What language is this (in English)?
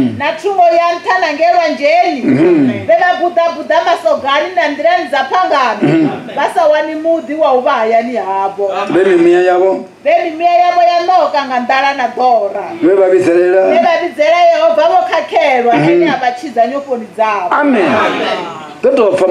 Venda